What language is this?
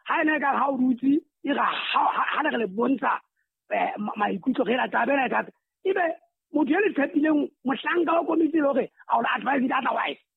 Southern Sotho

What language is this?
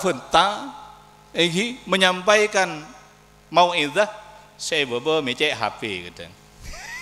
Madurese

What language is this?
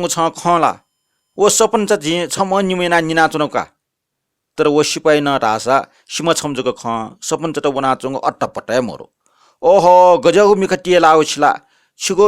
Newari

